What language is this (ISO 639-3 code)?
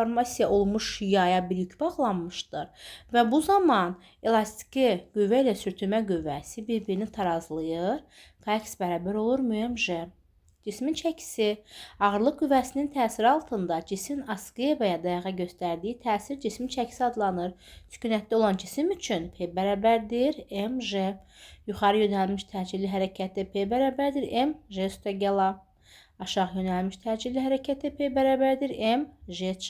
aze